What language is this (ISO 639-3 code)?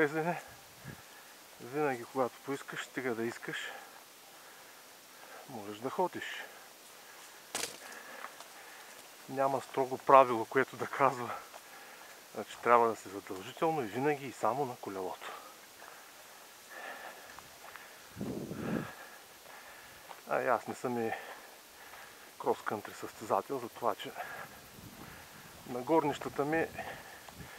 bul